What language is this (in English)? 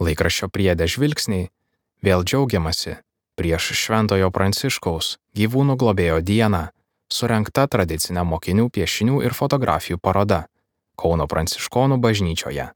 Lithuanian